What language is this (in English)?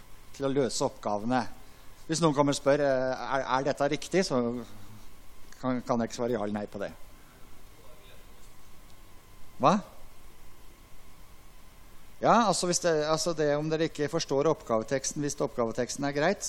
Norwegian